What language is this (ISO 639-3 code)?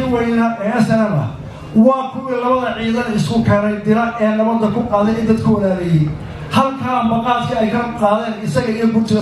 som